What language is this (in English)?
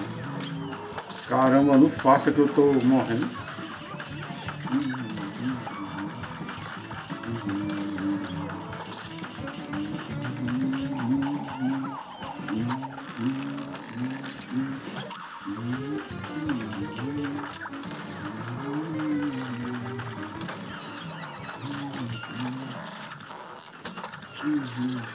Portuguese